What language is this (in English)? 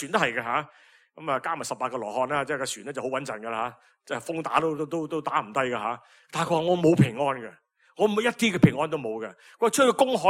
Cantonese